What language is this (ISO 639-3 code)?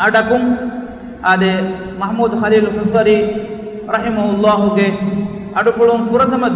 div